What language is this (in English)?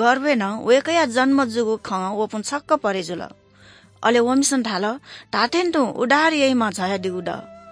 Newari